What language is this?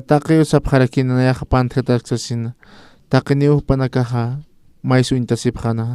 Aymara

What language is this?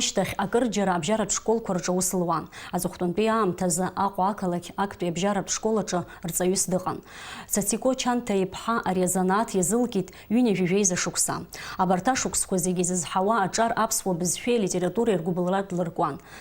Abkhazian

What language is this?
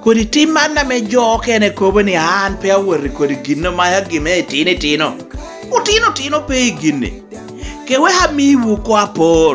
Lango (Uganda)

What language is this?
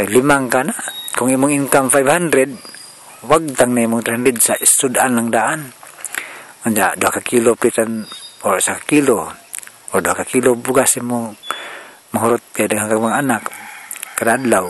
Cebuano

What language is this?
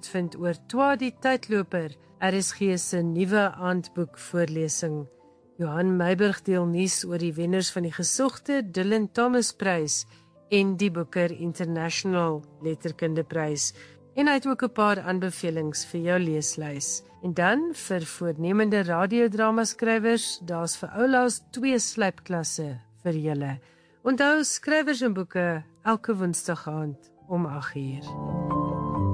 Afrikaans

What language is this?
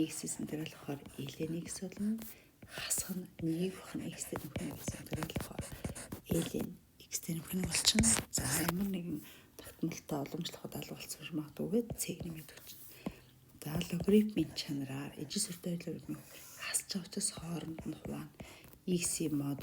Mongolian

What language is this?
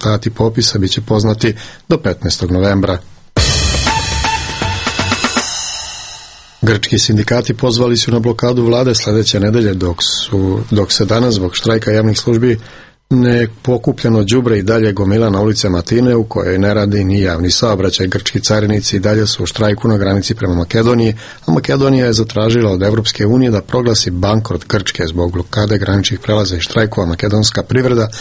Serbian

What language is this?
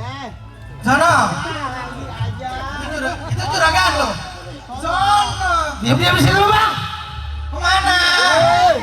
Betawi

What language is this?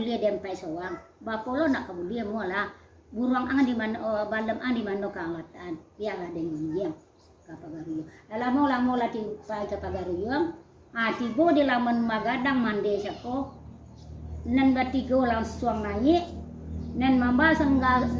Minangkabau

